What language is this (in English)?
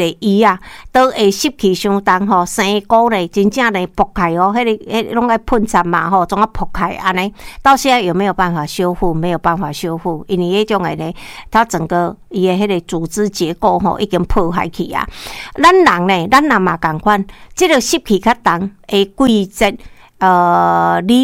Min Nan Chinese